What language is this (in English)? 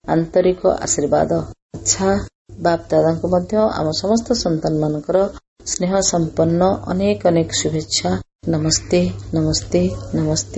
Odia